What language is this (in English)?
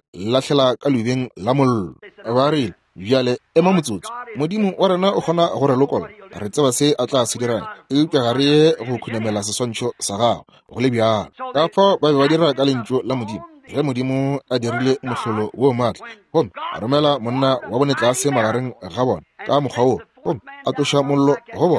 Northern Sotho